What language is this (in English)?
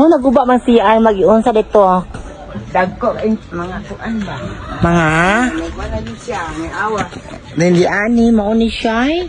Cebuano